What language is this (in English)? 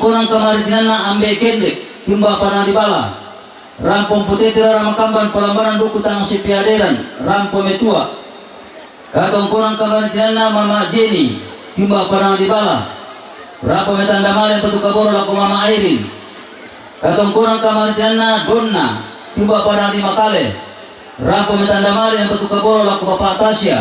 Toraja-Sa'dan